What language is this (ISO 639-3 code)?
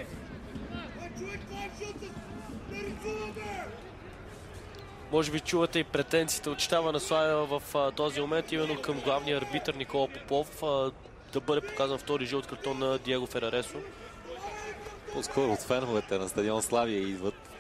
bul